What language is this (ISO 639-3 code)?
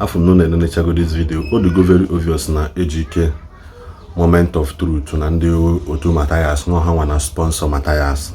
ibo